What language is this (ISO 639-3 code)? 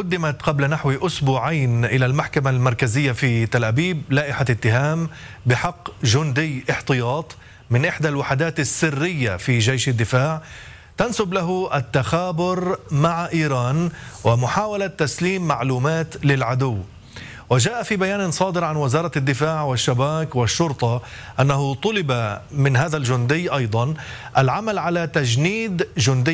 ara